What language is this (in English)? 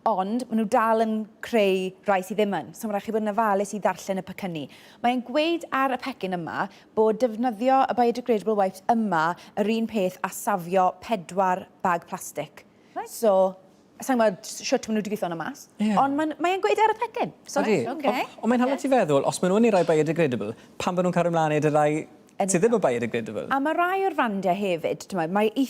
Welsh